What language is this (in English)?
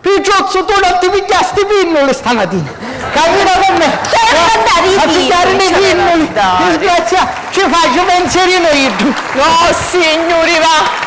Sicilian